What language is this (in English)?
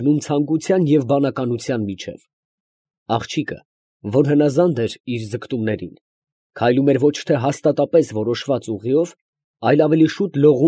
Armenian